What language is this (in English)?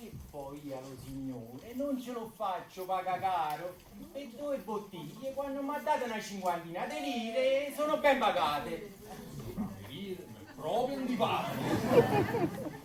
Neapolitan